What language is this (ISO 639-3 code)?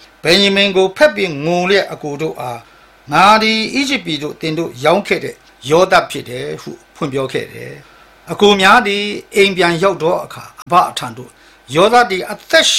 mya